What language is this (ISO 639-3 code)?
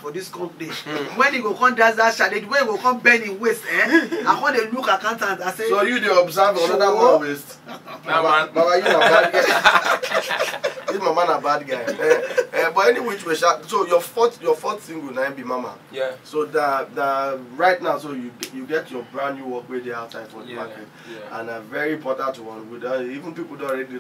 pcm